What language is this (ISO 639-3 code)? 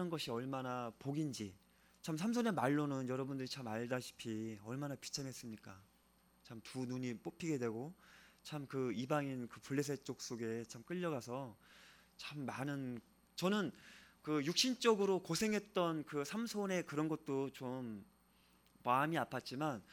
kor